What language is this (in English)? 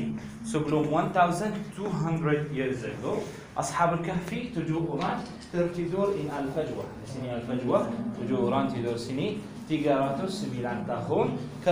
Indonesian